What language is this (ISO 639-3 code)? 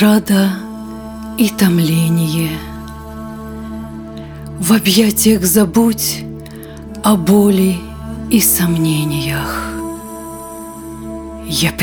rus